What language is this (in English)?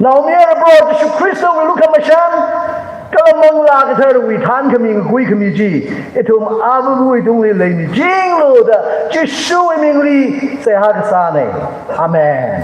Tangkhul Naga (India)